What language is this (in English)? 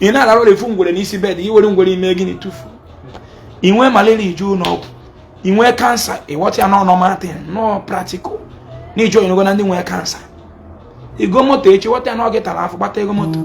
Igbo